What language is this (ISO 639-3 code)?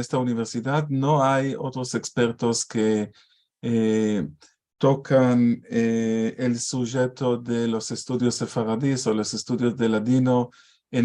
lad